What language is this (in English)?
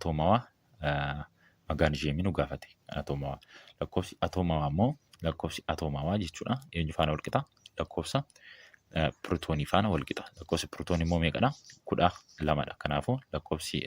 Oromo